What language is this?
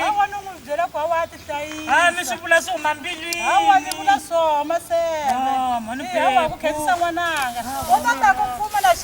Tsonga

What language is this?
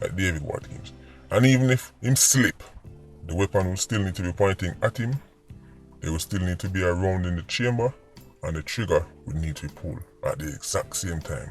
Jamaican Creole English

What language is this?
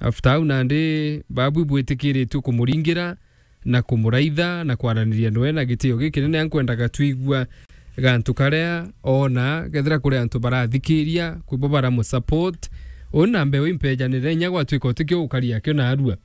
Meru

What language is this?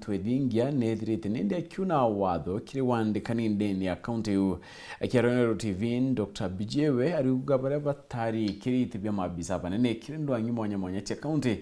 Meru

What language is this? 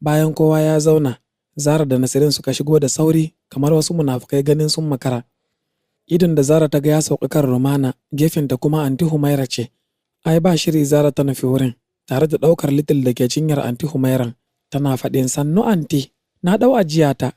Hausa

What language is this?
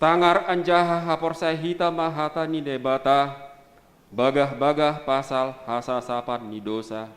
Batak Simalungun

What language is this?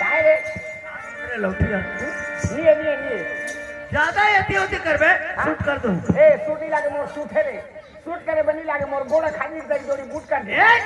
Chhattisgarhi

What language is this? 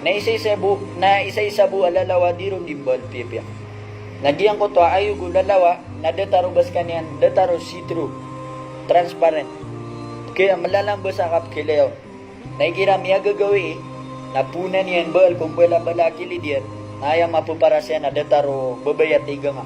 Maranao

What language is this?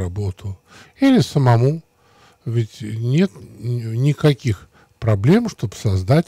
Russian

